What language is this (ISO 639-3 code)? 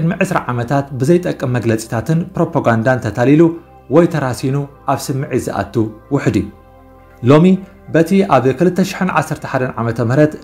tir